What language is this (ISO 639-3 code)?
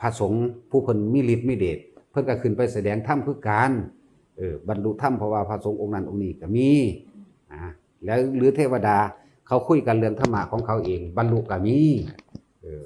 tts